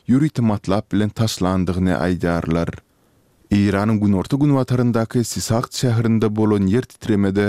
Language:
Turkmen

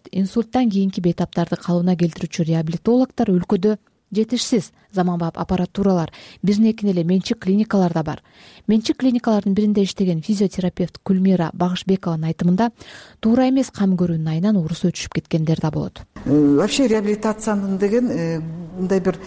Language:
Kyrgyz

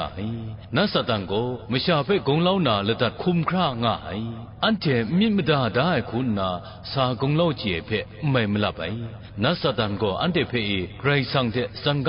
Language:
Kachin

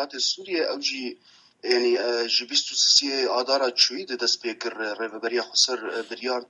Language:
Kurdish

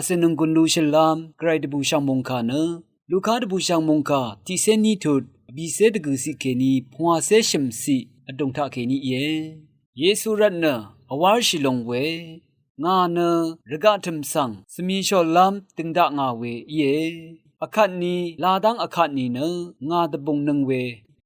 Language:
Rawang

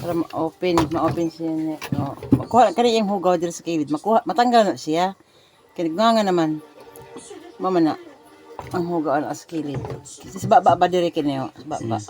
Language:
Cebuano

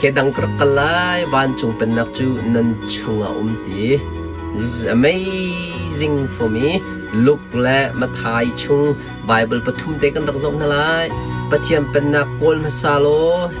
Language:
Hakha Chin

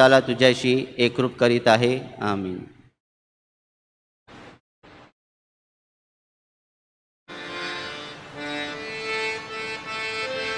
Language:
Marathi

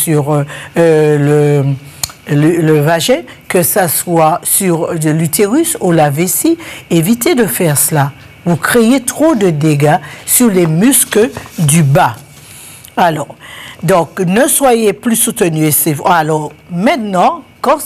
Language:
French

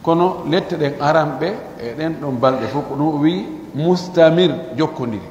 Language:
Pular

